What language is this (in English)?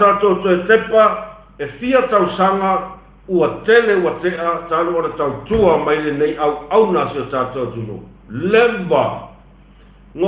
Samoan